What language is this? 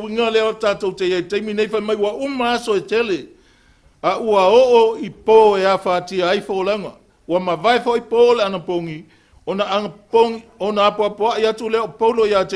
Samoan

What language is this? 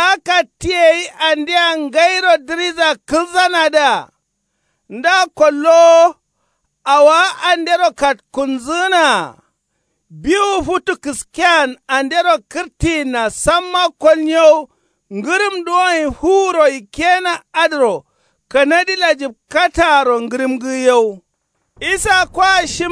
Kanuri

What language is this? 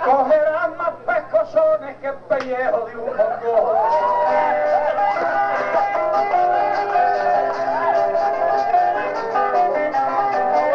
Spanish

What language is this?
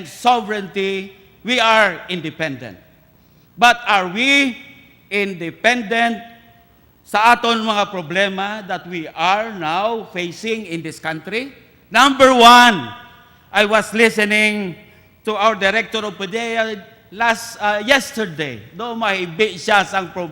Hiligaynon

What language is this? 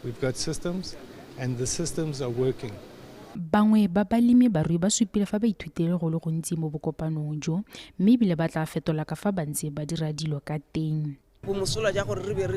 Tswana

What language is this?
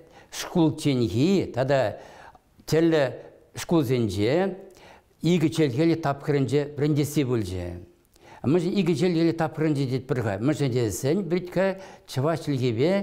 Chuvash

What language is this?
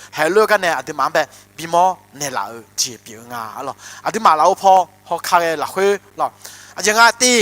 Akha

